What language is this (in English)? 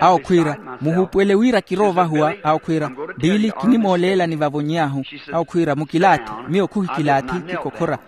Makhuwa